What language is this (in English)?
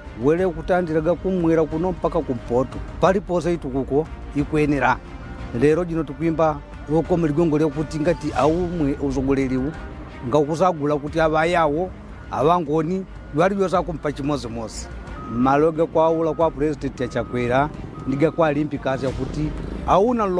Nyanja